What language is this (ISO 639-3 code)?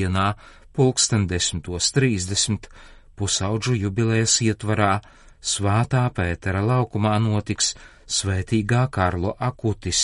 lav